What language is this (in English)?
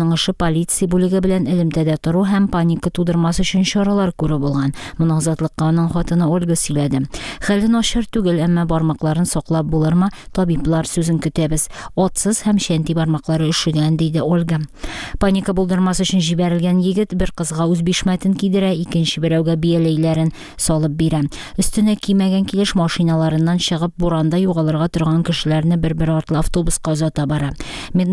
Tatar